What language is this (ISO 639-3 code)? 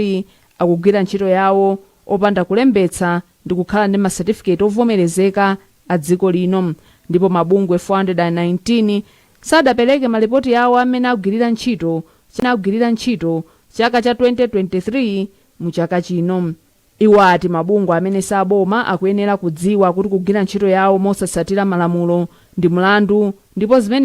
nya